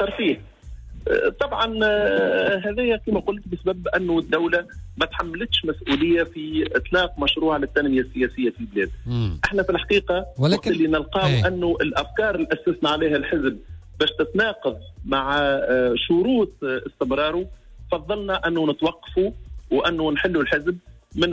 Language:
Tunisian Arabic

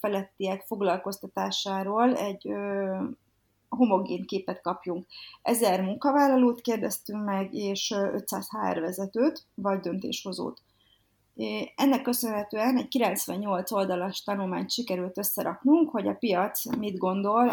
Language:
Hungarian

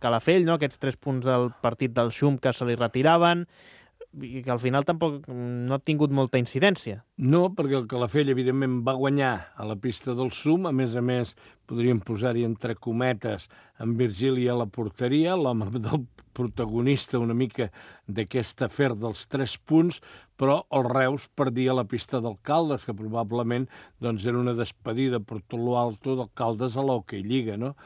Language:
Catalan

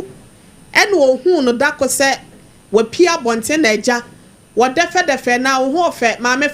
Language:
Akan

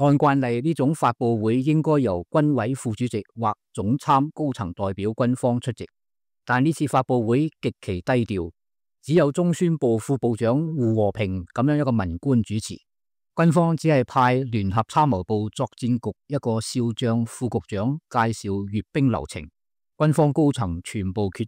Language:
Cantonese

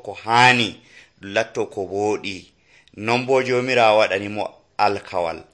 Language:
Nigerian Fulfulde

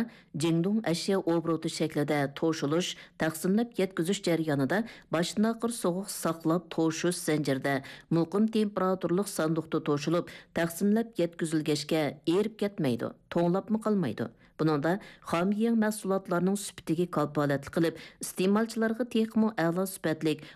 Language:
Uyghur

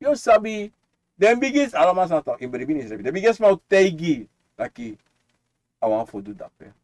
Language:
Sranan Tongo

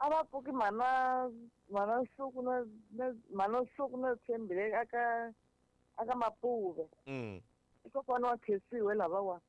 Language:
Tsonga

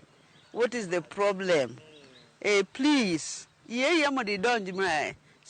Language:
Luo (Kenya and Tanzania)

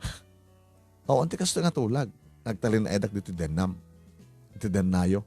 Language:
Iloko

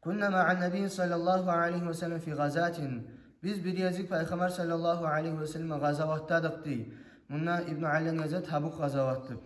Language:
Kumyk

